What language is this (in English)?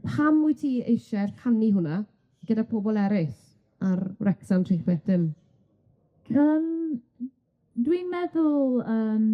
Welsh